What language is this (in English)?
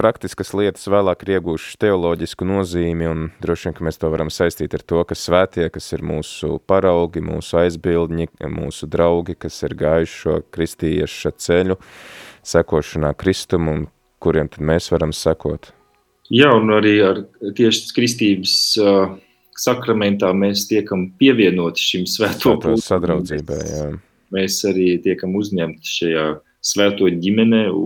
Latvian